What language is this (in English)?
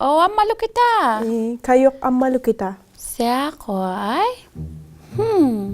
Inuktitut